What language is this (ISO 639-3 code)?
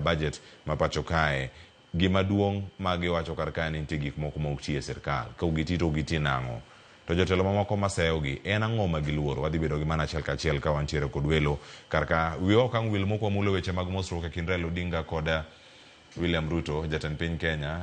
luo